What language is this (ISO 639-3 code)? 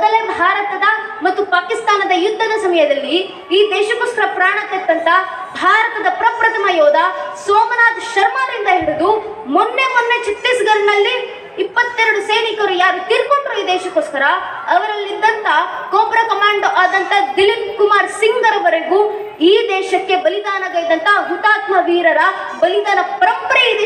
kan